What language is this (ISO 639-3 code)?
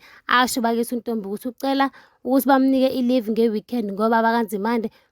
zul